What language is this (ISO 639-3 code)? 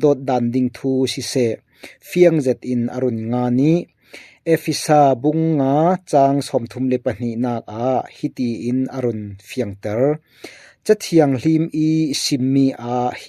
cfm